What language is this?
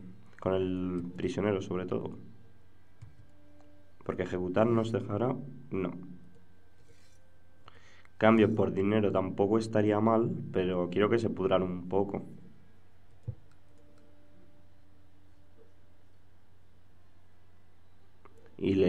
Spanish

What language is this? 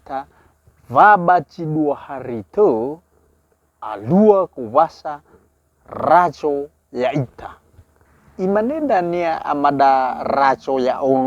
Nias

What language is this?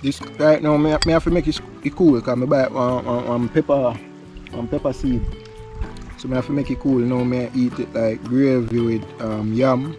Jamaican Creole English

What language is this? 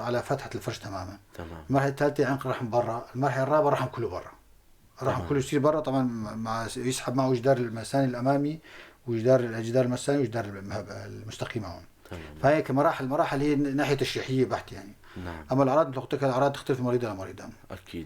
North Levantine Arabic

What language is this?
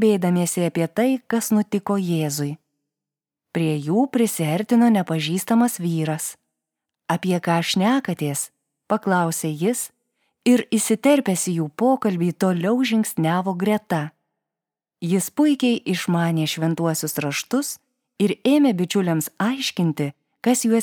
Lithuanian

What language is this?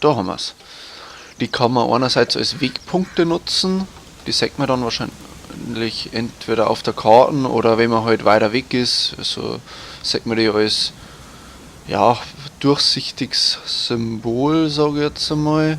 Bavarian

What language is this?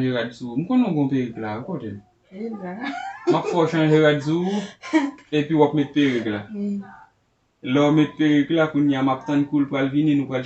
Haitian Creole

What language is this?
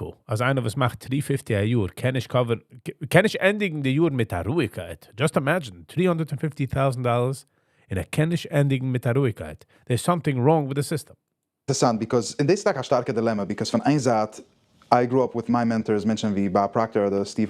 Yiddish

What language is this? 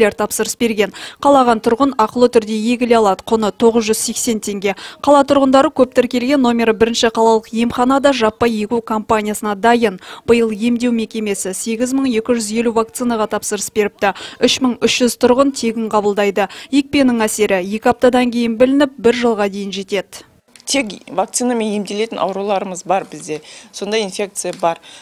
Kazakh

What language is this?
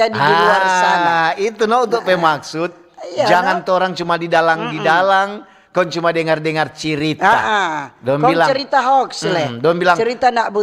Manado Malay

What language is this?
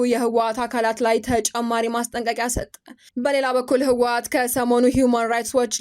Amharic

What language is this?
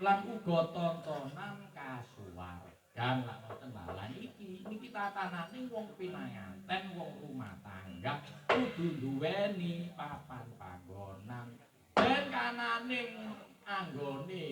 Javanese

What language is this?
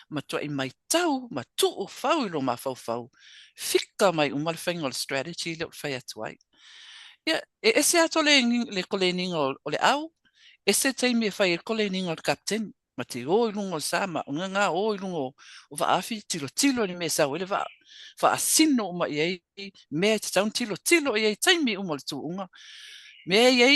Samoan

